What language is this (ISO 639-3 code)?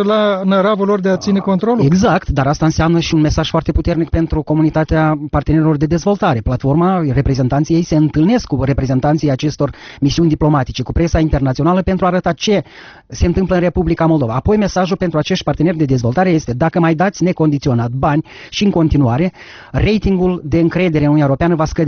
ron